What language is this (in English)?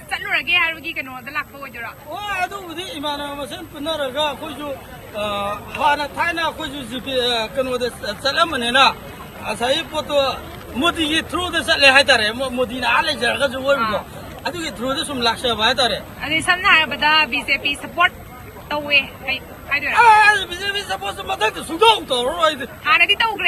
Manipuri